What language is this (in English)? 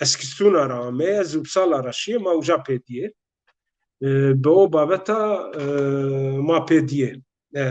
Zaza